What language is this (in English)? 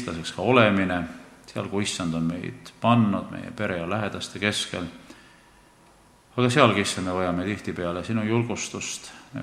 Estonian